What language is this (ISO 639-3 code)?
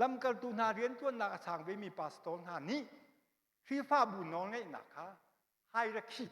cnh